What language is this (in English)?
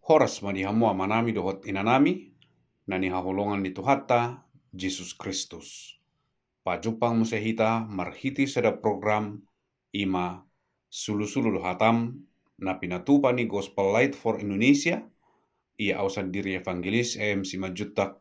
Batak Toba